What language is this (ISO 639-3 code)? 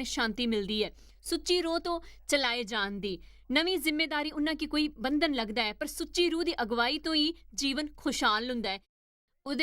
doi